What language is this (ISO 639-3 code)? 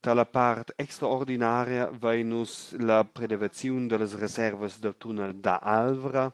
roh